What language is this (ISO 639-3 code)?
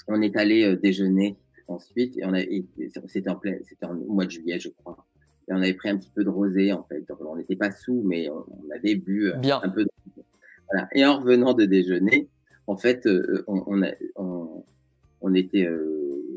fra